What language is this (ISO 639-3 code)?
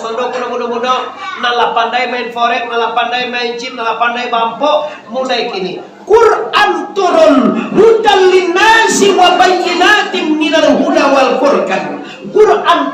min